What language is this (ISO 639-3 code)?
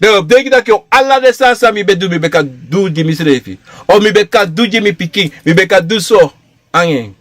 srn